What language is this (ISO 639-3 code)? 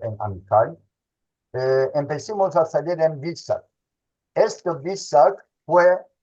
lad